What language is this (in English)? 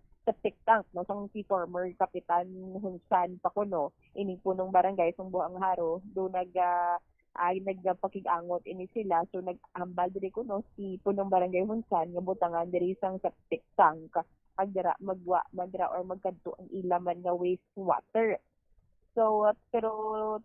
Hiligaynon